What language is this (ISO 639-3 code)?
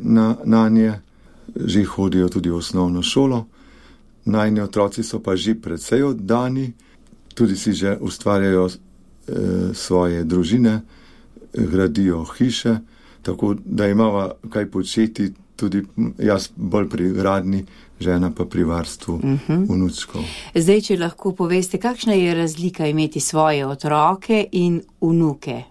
slv